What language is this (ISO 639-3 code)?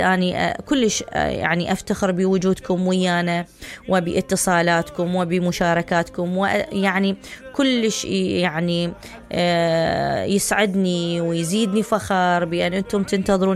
acm